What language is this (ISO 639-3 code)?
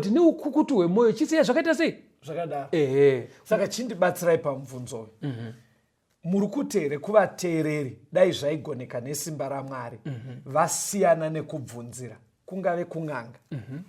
sna